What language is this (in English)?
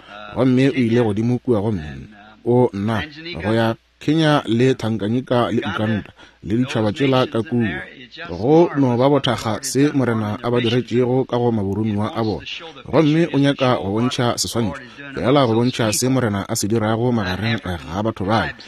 Northern Sotho